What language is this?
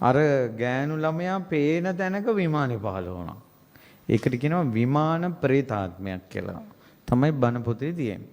Sinhala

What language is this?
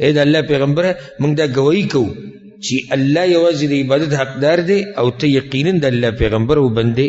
Pashto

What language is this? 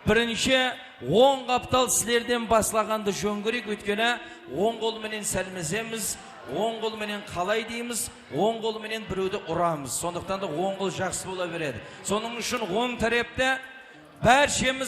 Kara-Kalpak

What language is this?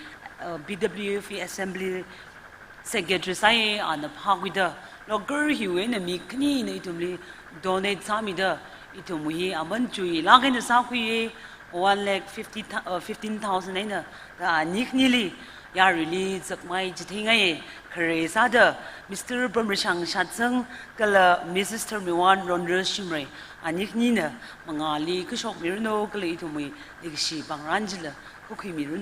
Tangkhul Naga (India)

